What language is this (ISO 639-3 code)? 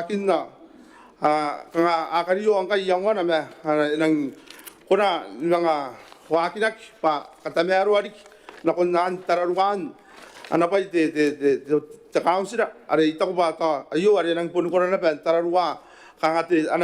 gil